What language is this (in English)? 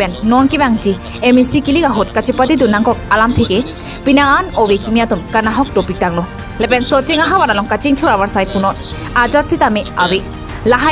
Karbi